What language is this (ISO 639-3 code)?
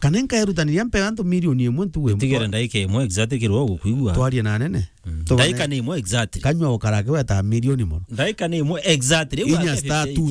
mer